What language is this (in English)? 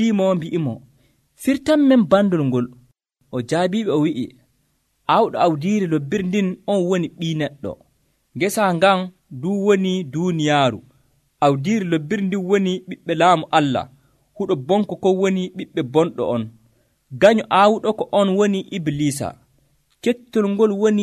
Nigerian Fulfulde